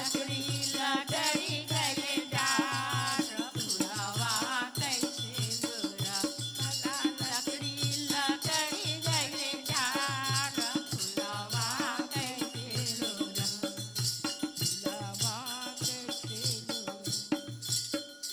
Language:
Bhojpuri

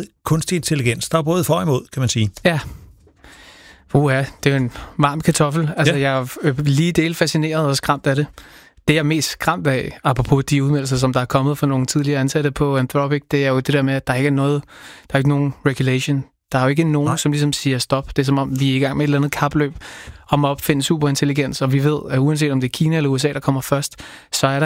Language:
Danish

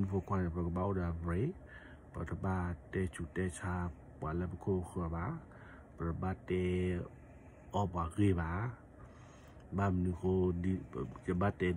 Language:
S'gaw Karen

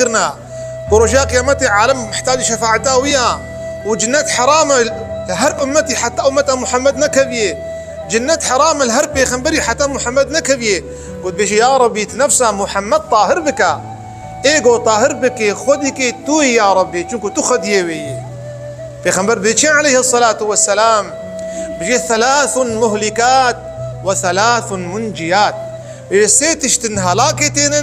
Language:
Kurdish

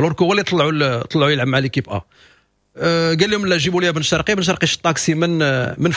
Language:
Moroccan Arabic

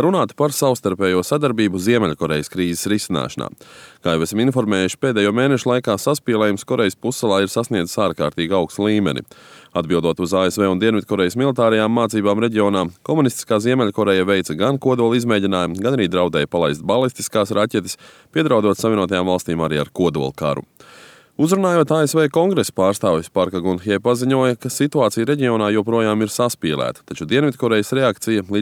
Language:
Latvian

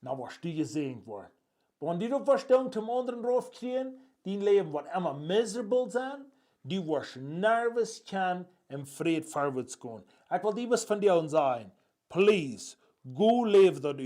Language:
Plautdietsch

